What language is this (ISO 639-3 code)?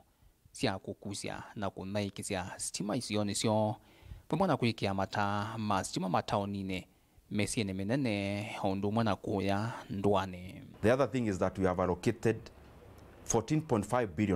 kam